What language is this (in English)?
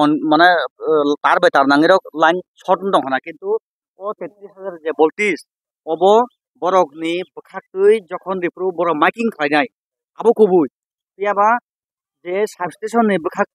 Kok Borok